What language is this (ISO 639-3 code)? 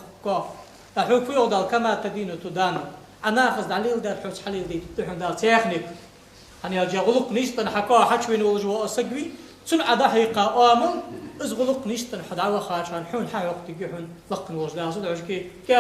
inh